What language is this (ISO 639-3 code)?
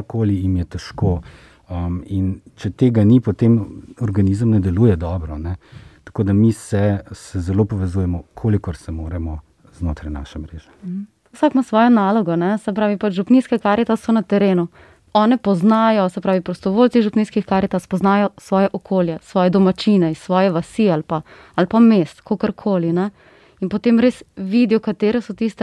slv